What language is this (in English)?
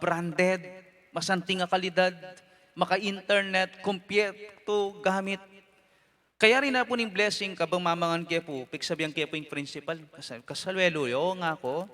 Pampanga